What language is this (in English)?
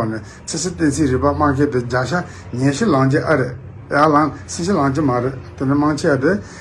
Tibetan